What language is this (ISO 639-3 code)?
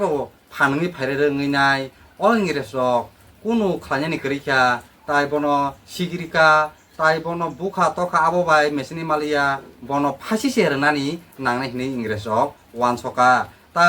trp